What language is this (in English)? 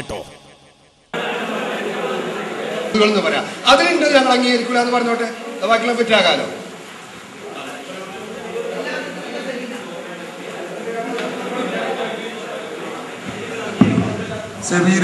Malayalam